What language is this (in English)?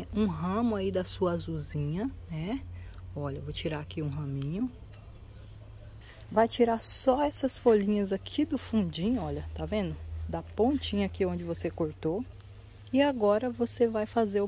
Portuguese